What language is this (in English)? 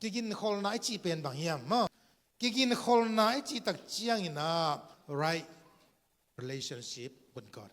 Tedim Chin